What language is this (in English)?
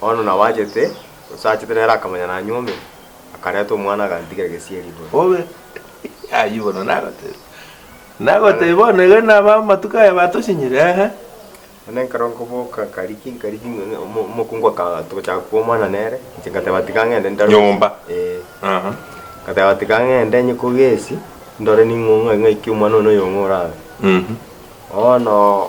Gusii